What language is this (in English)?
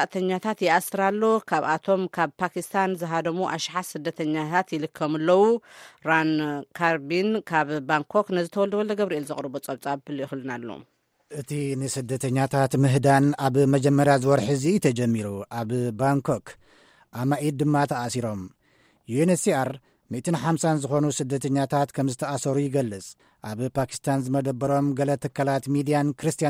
Tigrinya